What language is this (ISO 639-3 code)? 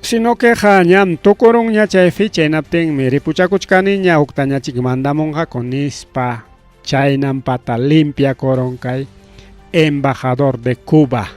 quy